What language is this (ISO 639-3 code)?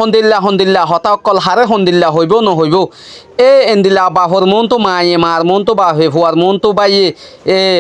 rhg